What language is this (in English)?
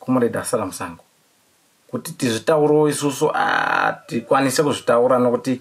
Shona